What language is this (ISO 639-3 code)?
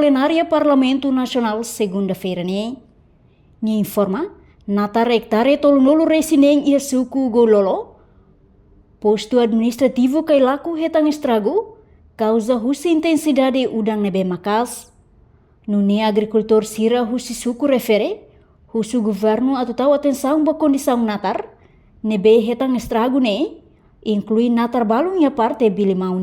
tet